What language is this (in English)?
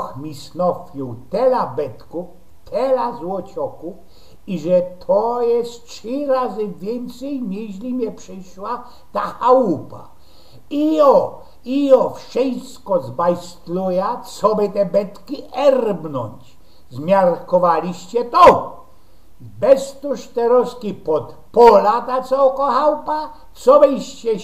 Silesian